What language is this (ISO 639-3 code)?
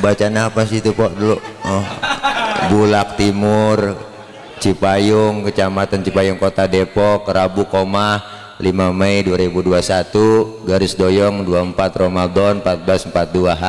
bew